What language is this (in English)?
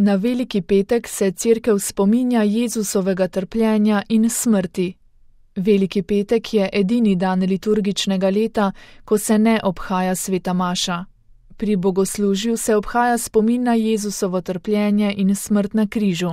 Slovenian